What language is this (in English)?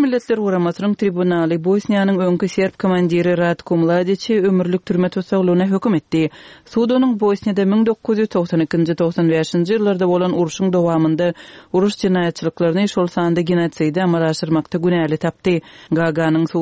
Turkmen